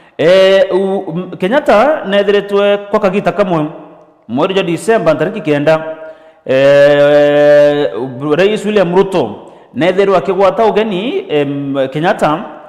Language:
Meru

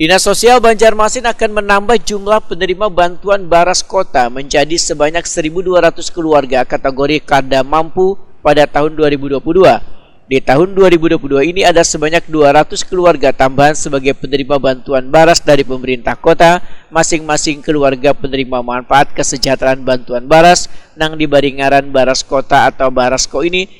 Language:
Banjar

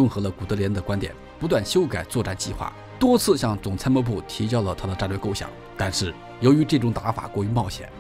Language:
Chinese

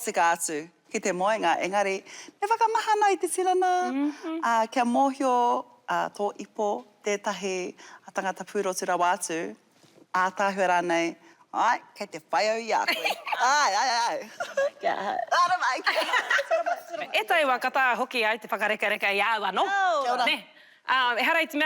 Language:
Māori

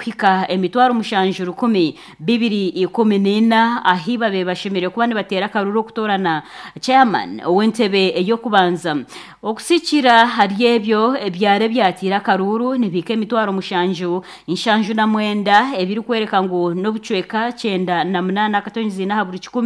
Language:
Nyankole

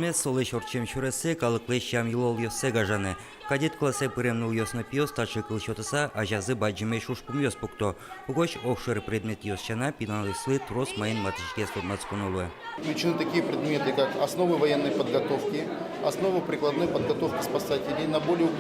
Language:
Udmurt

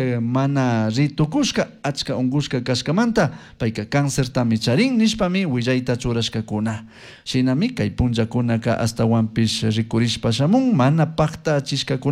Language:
Chimborazo Highland Quichua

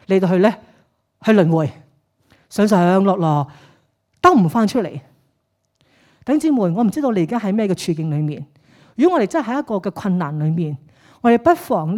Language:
Cantonese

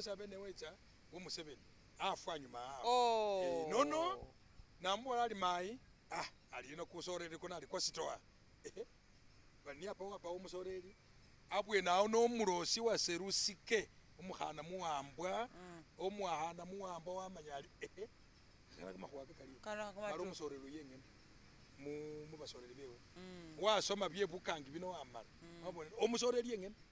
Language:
Masaaba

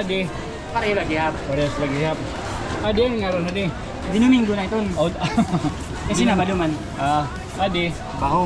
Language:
Waray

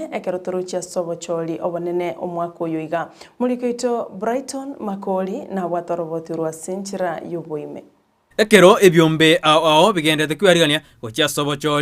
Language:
Gusii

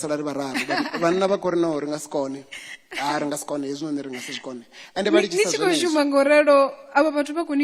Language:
Venda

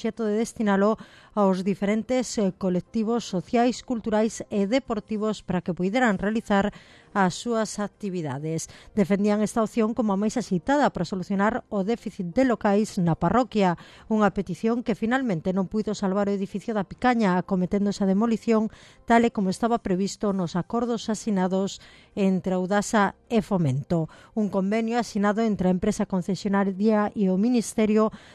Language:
Galician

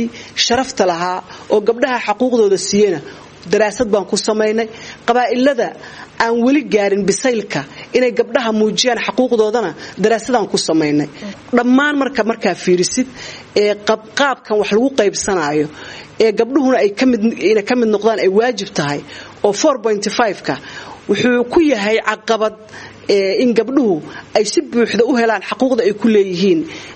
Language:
Somali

